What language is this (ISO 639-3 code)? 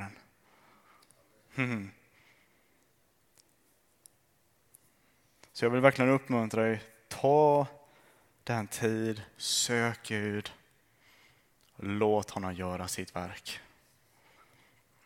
swe